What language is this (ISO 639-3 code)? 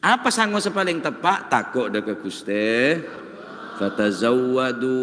mad